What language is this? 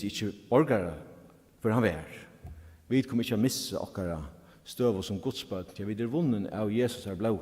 Faroese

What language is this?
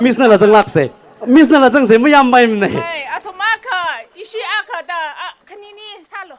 Tangkhul Naga (India)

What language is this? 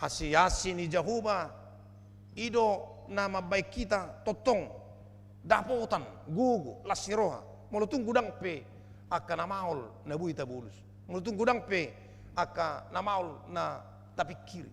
Batak Toba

